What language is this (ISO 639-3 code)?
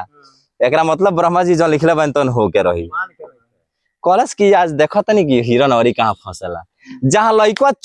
bho